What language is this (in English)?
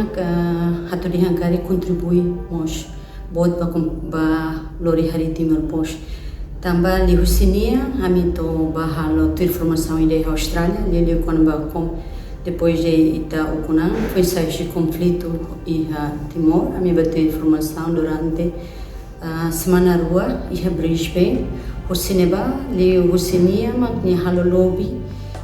Tetum